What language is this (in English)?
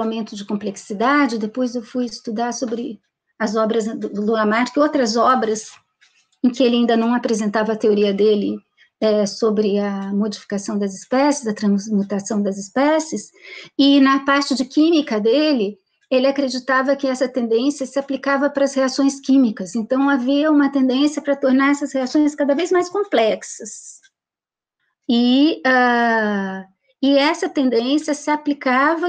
Portuguese